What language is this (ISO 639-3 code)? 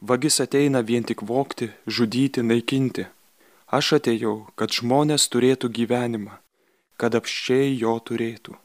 lit